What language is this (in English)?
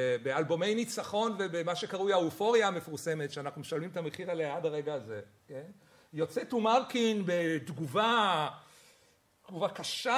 Hebrew